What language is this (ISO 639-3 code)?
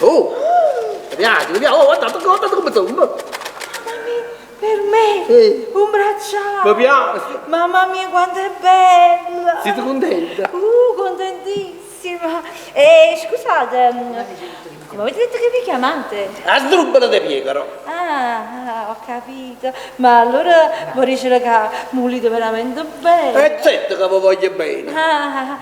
nap